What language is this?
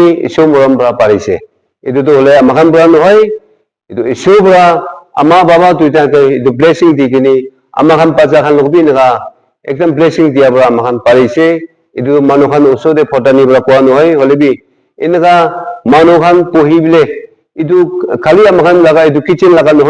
Naga Pidgin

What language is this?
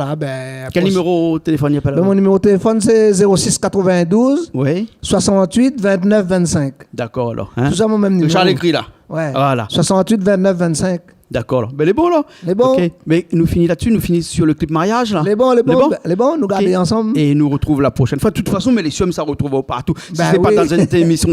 Réunion Creole French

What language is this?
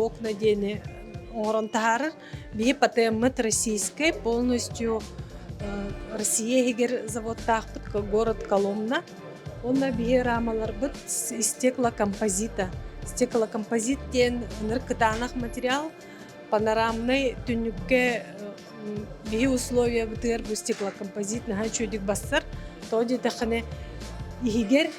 Yakut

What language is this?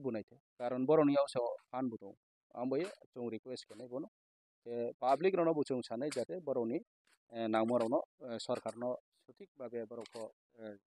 Kok Borok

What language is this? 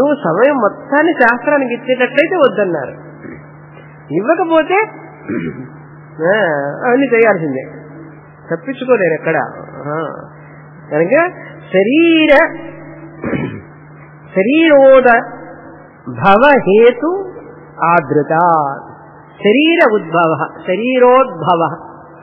Telugu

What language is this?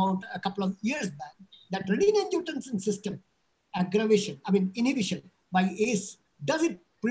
English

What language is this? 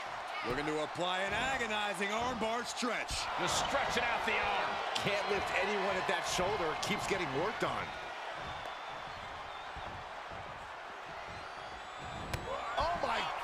English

